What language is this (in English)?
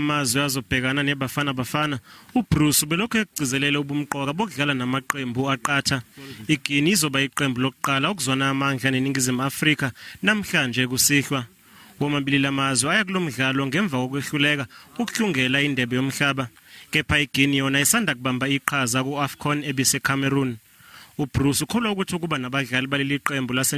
Zulu